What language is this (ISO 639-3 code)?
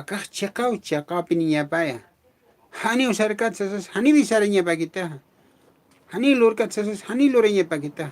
aym